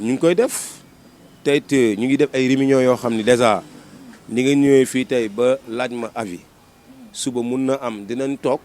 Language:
Wolof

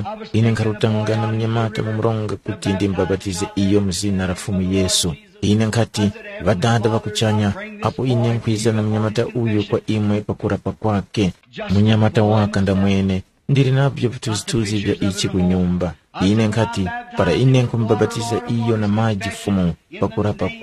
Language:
Tumbuka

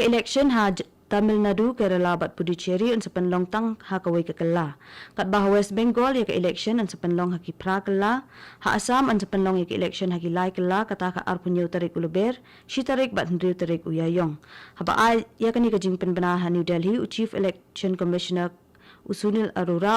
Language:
Khasi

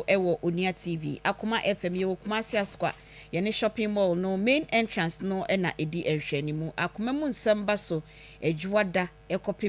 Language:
Akan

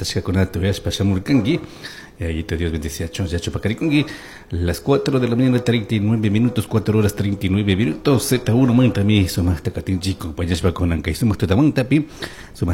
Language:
Chimborazo Highland Quichua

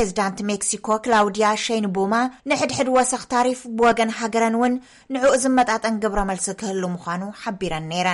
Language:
Tigrinya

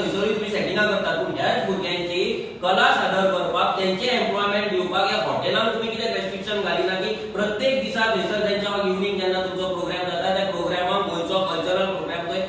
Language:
Konkani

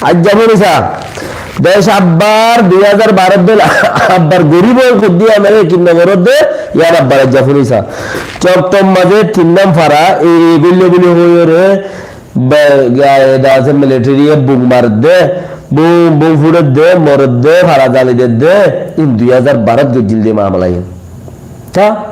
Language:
Rohingya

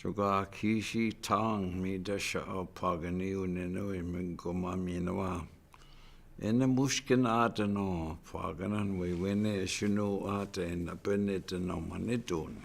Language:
Chippewa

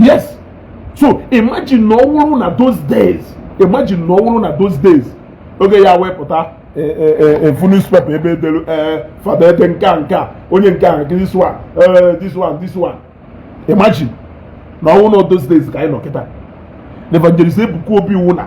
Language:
Igbo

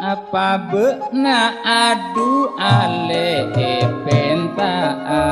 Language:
Madurese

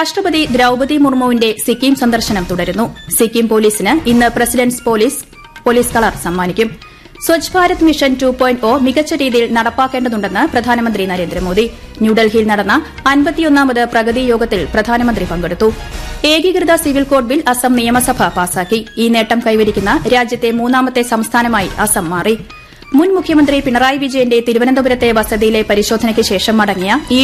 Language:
Malayalam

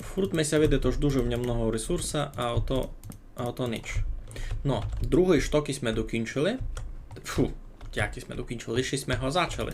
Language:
Rusyn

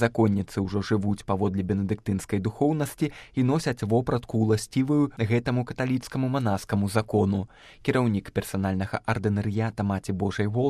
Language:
Belarusian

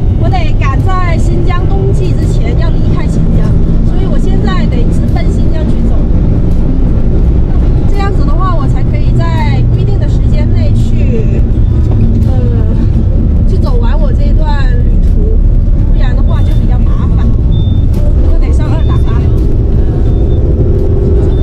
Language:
Chinese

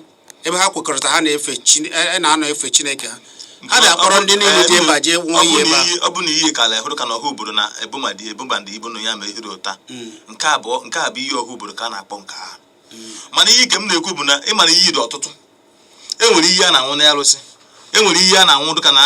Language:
Igbo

